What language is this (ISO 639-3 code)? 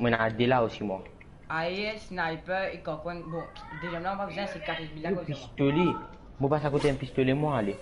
mfe